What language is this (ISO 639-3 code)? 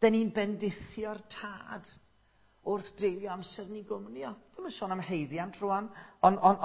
cym